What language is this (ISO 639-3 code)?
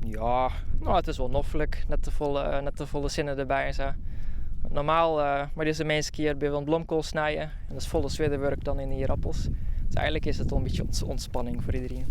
fry